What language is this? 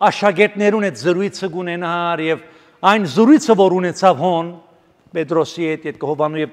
Armenian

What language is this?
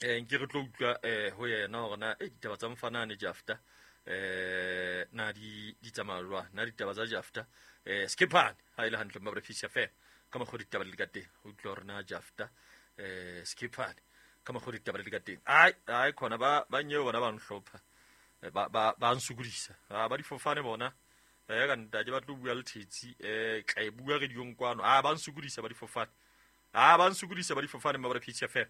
Southern Sotho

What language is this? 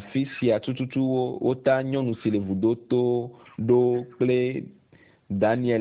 Ewe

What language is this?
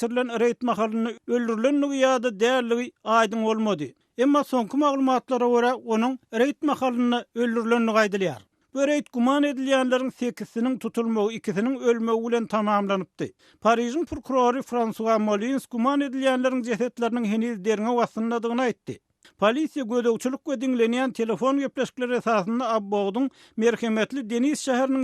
Turkmen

